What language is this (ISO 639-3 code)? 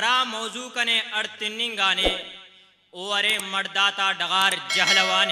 brh